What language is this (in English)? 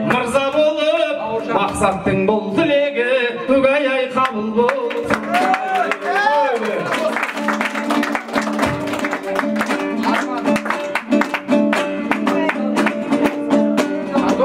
Kazakh